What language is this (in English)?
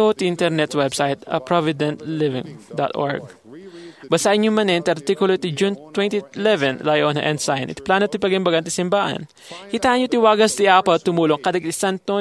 Iloko